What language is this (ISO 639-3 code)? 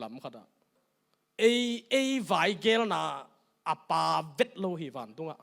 ctd